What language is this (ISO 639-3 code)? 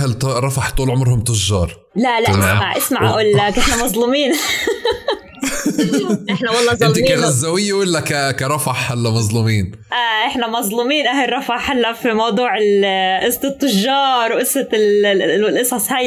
apc